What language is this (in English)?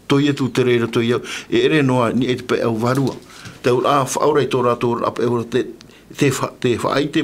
Tahitian